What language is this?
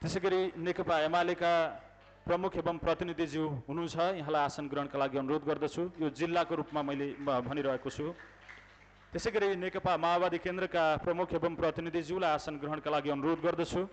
Nepali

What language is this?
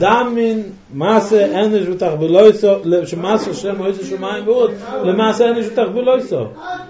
Hebrew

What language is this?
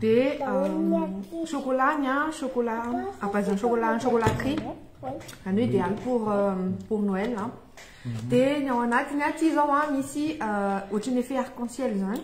Malagasy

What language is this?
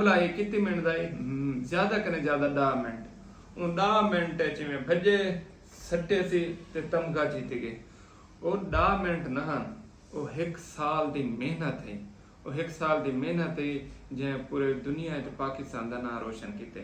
Saraiki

